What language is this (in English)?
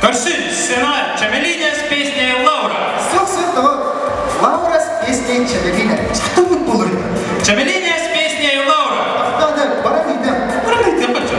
Yakut